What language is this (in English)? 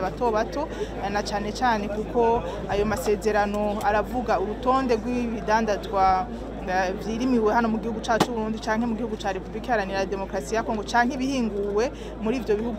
Rundi